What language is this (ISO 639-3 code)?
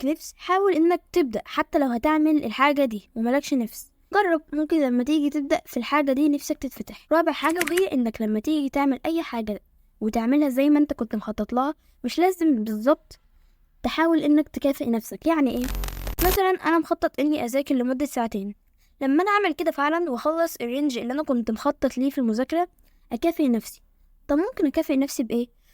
arz